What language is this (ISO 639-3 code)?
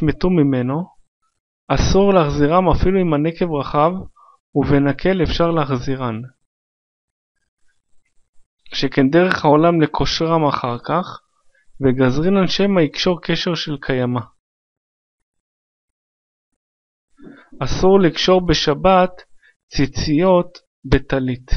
heb